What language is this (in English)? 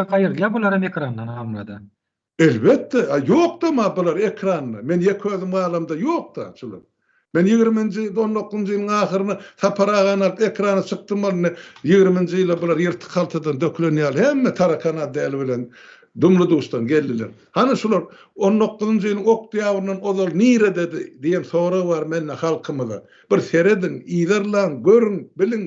Turkmen